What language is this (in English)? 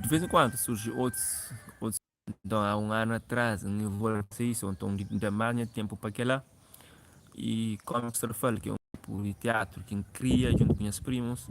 Kabuverdianu